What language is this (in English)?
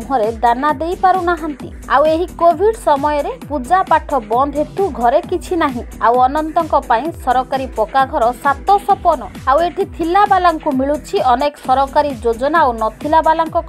Odia